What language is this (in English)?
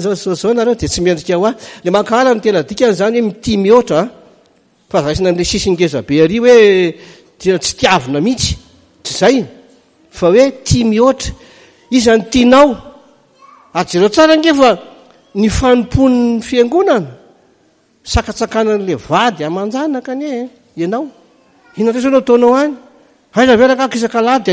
Malagasy